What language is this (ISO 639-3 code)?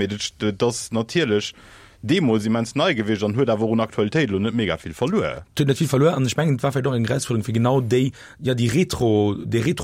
ltz